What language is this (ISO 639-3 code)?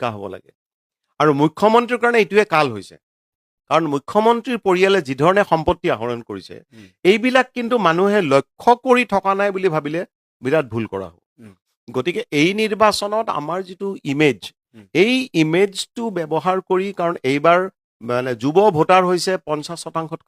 asm